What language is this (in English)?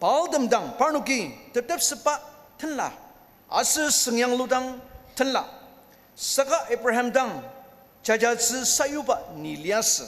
Ao Naga